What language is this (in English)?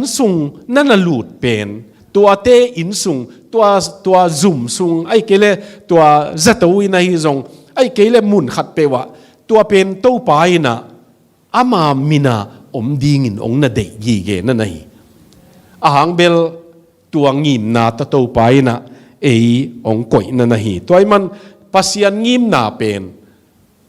Tedim Chin